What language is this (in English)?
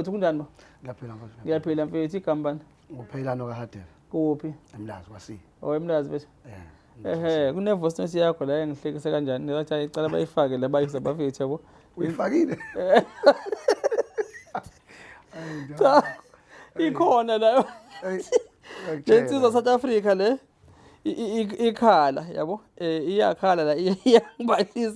Zulu